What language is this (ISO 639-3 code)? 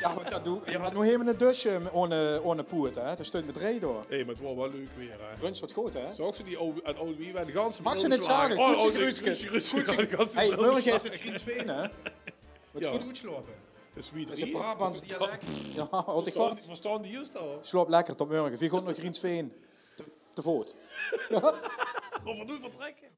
lim